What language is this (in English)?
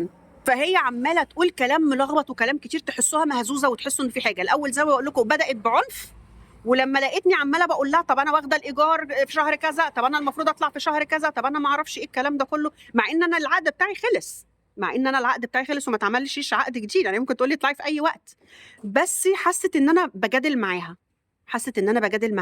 Egyptian Arabic